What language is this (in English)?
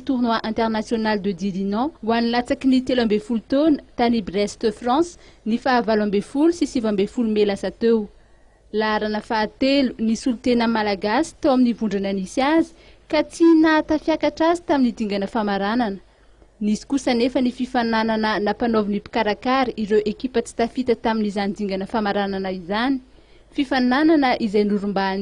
Malagasy